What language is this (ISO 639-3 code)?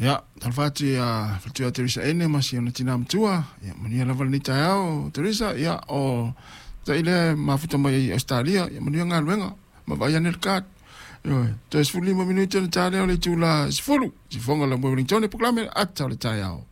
smo